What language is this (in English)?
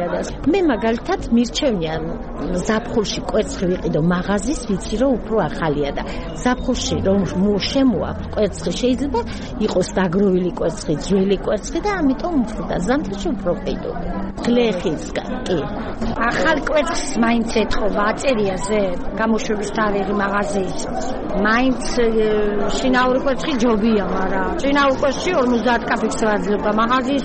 Georgian